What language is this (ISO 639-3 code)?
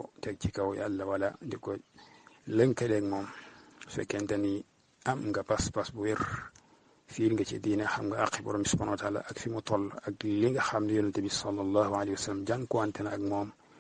wol